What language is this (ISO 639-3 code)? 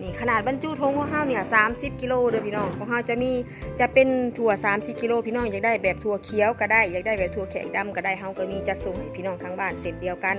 tts